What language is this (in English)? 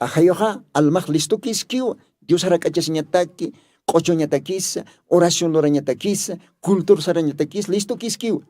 Aymara